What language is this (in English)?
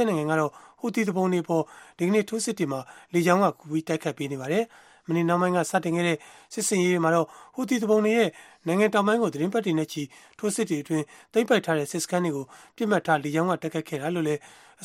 Burmese